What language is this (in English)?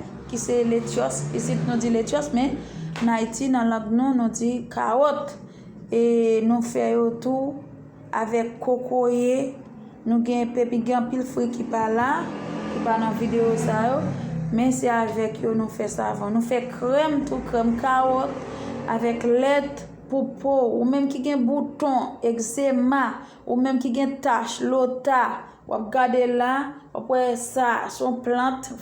Haitian Creole